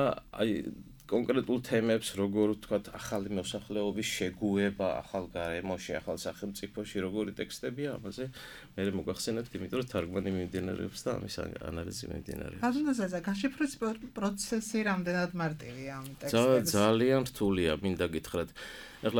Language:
Georgian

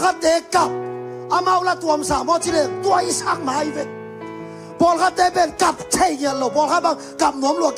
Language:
Tedim Chin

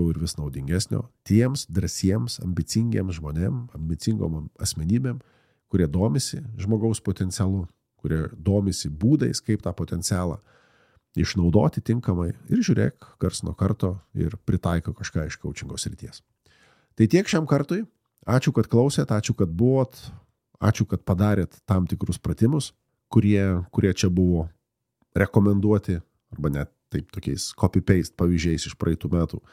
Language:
Lithuanian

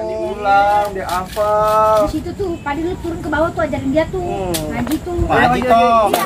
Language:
Betawi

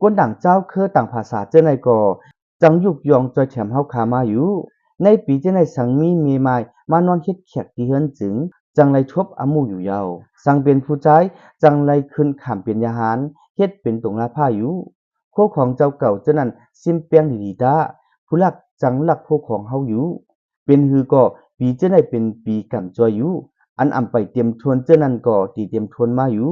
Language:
Shan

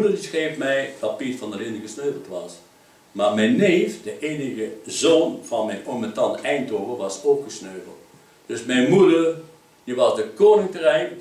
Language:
Dutch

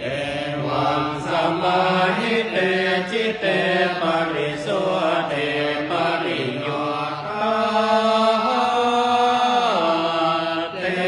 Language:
Pali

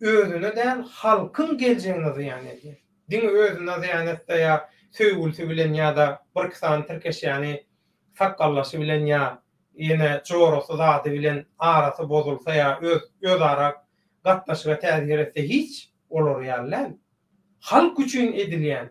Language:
Turkmen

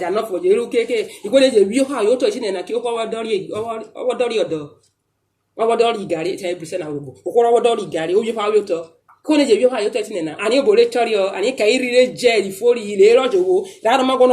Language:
Urhobo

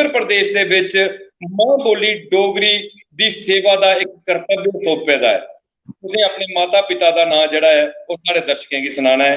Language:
Dogri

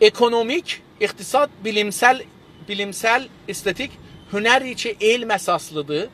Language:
South Azerbaijani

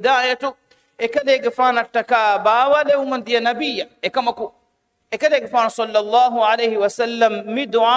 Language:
Divehi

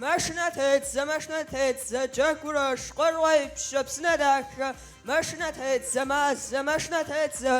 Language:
Kabardian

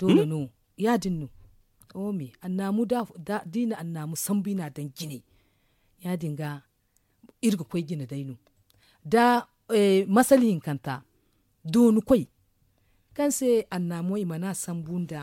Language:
Zarma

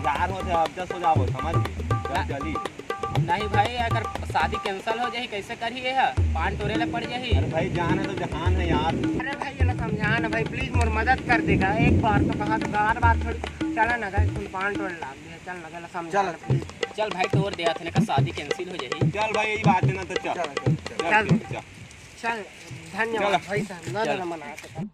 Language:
Chhattisgarhi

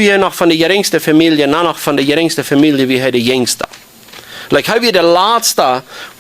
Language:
Plautdietsch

